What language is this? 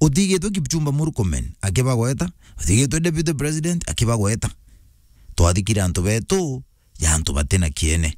Meru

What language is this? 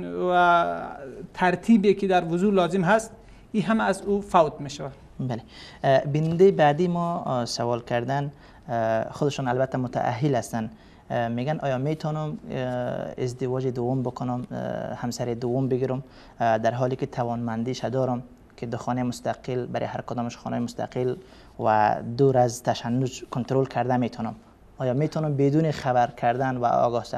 Persian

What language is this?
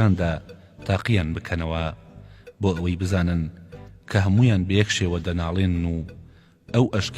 Central Kurdish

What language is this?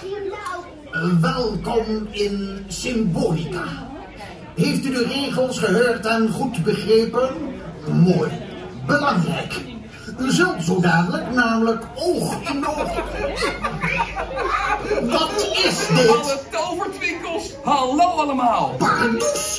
Dutch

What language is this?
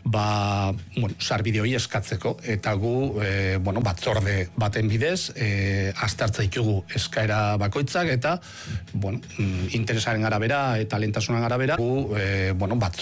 Basque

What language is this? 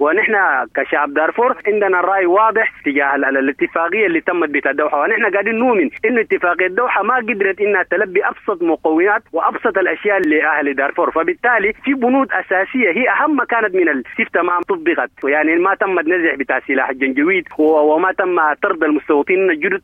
Sudanese Arabic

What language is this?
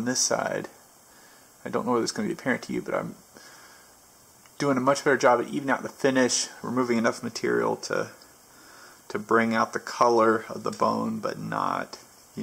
English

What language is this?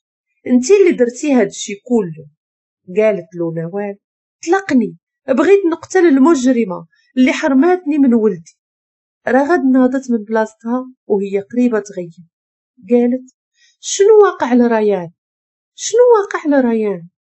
Moroccan Arabic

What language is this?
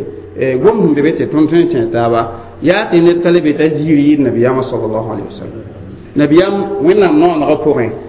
Mossi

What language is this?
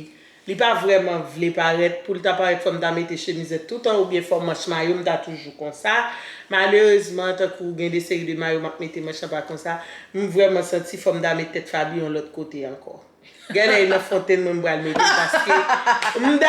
Haitian Creole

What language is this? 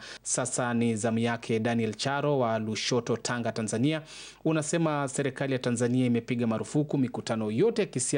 Swahili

